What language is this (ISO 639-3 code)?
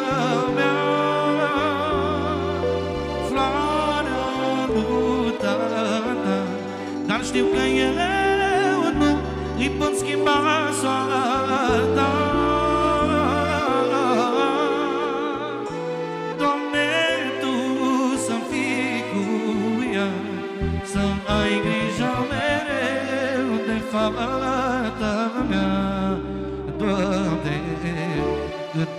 ron